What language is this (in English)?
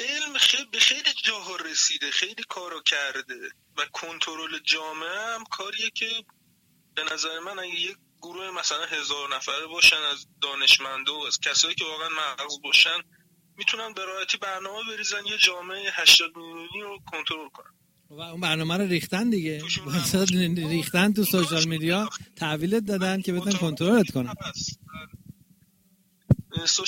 Persian